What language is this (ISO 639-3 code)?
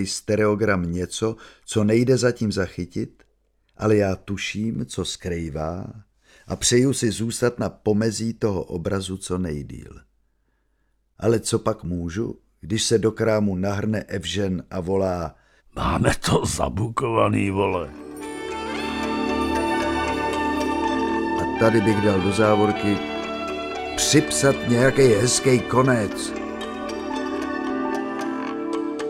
ces